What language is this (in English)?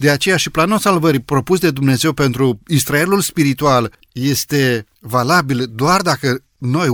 Romanian